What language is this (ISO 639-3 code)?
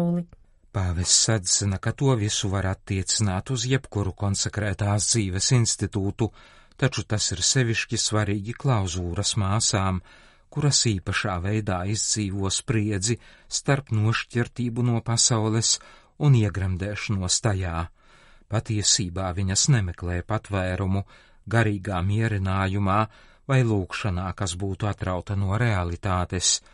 lav